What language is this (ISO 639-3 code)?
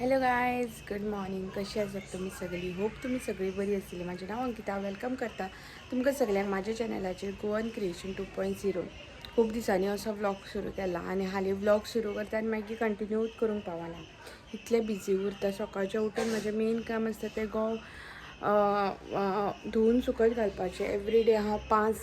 kok